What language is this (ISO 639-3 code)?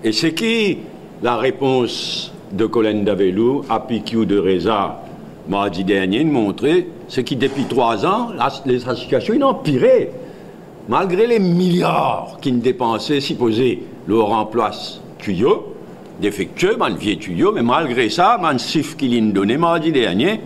mfe